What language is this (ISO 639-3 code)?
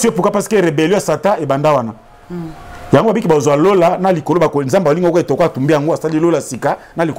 lin